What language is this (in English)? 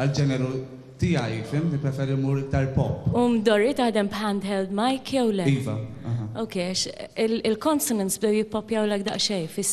Maltese